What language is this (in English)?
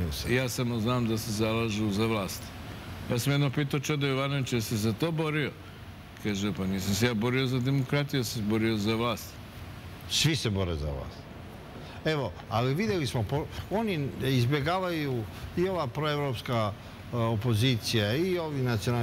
Serbian